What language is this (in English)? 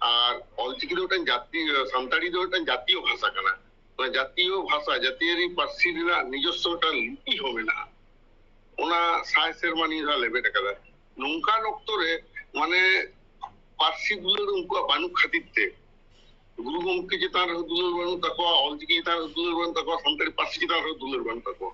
Santali